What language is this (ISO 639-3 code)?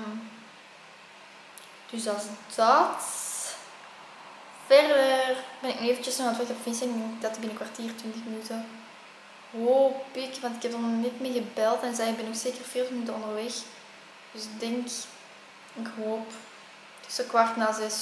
nld